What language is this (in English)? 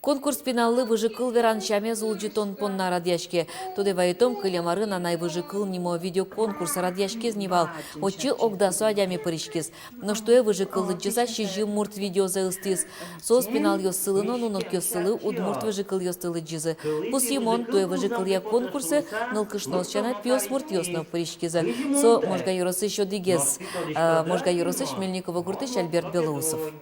Udmurt